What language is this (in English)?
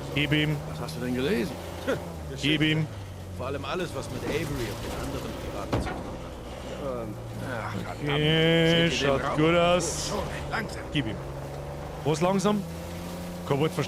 Bavarian